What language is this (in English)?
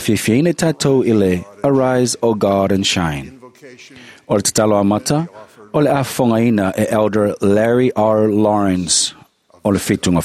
Samoan